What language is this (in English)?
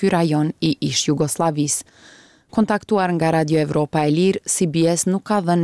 Albanian